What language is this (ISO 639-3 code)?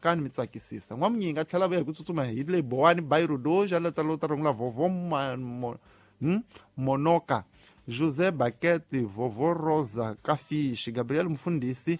tso